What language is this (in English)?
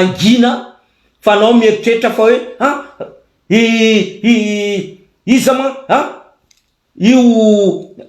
Malagasy